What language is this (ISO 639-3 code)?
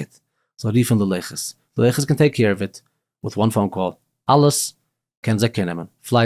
yid